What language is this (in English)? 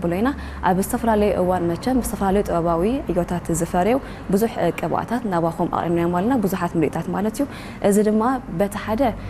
Tigrinya